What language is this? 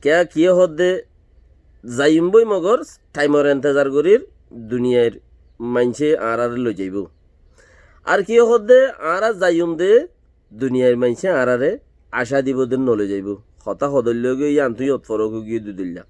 Rohingya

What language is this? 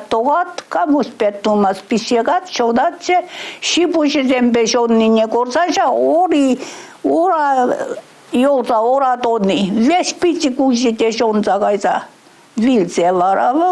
Chuvash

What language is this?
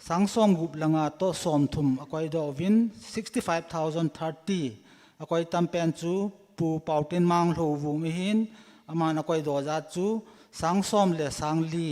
Thado Chin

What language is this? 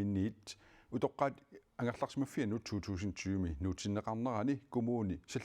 Kalaallisut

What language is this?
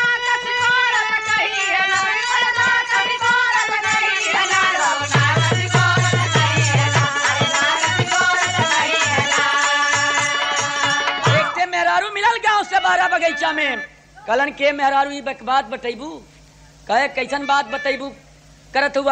Bhojpuri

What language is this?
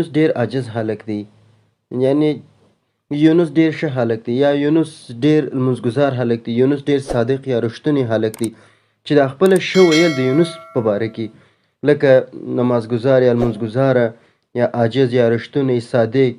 Pashto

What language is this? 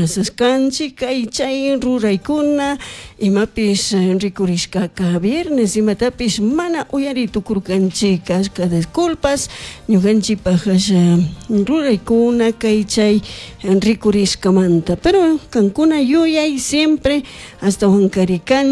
Chimborazo Highland Quichua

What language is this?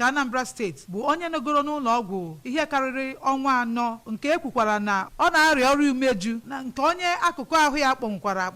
Igbo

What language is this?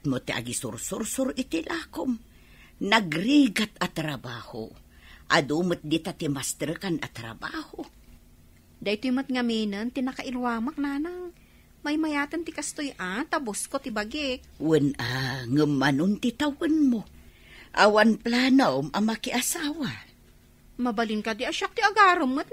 Iloko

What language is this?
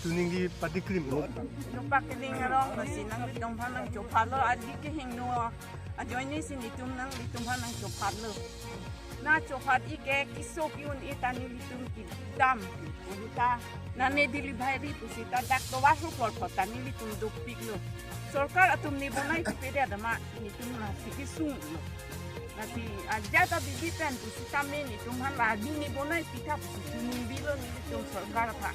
Karbi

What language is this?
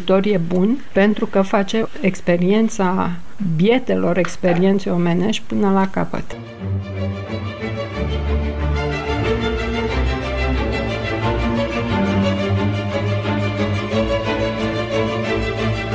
Romanian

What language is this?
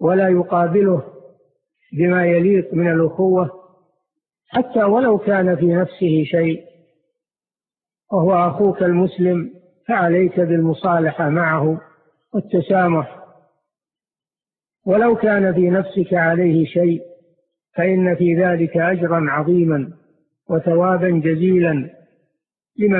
Arabic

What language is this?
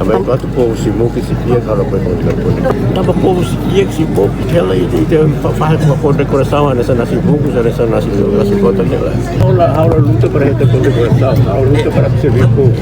Tetum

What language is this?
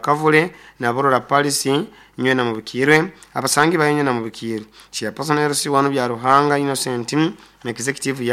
Nyoro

